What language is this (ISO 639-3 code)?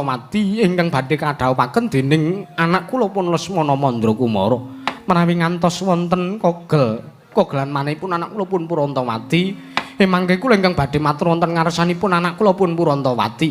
jav